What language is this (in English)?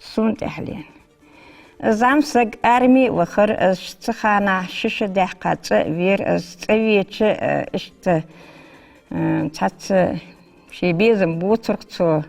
Ingush